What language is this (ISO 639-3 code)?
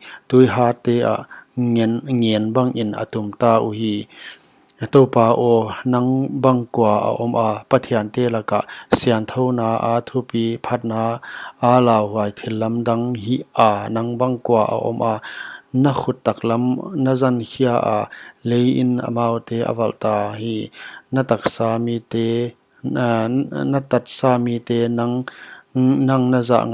pck